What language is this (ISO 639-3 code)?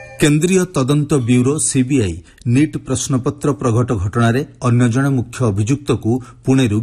ori